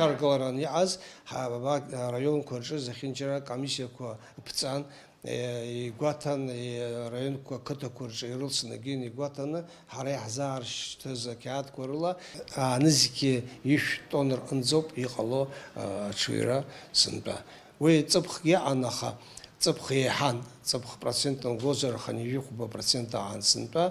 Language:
Abkhazian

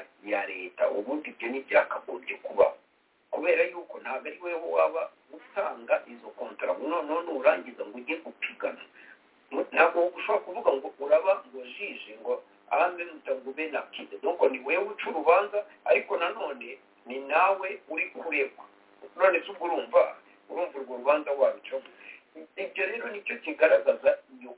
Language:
Kinyarwanda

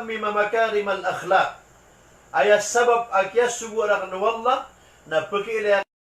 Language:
Maranao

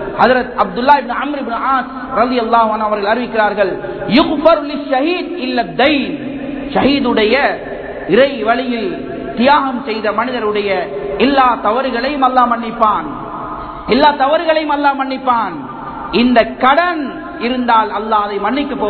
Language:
Tamil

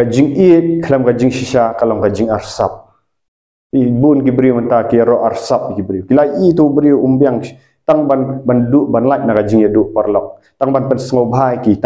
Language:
Khasi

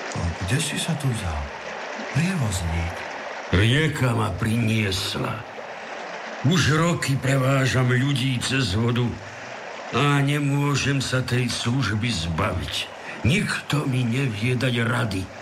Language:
Slovak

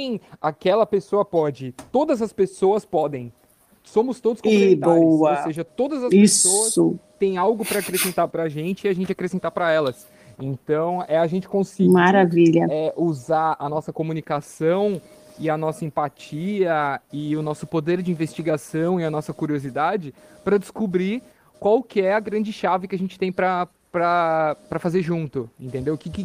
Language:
Portuguese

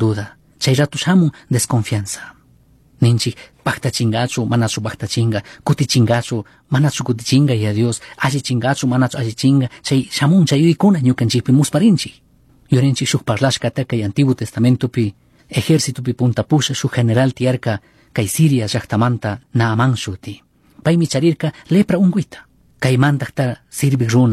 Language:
Chimborazo Highland Quichua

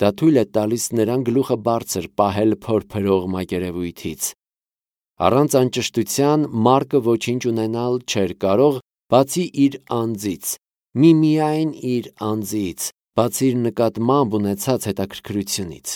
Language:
Armenian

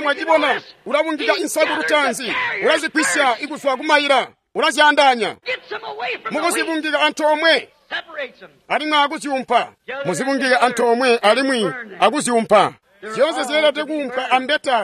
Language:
Tonga (Zambia)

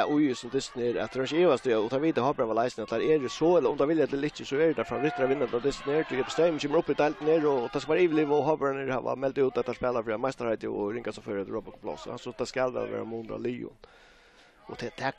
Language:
Faroese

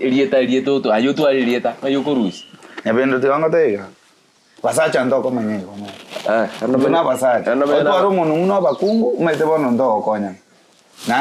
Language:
Gusii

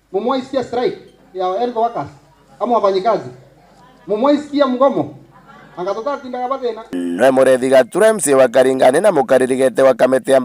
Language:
Meru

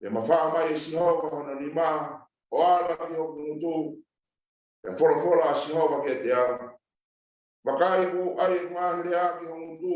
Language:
Tongan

